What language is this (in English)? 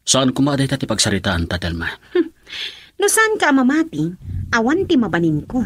Iloko